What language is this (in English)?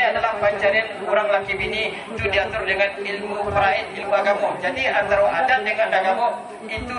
Minangkabau